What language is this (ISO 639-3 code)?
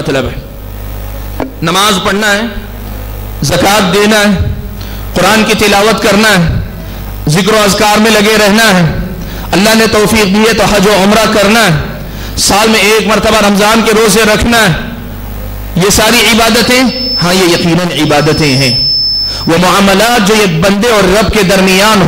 urd